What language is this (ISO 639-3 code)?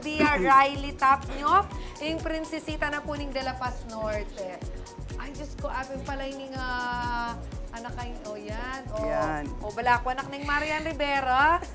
pam